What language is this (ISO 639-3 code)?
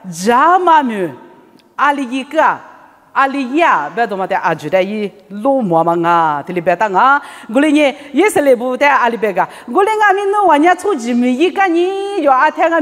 lis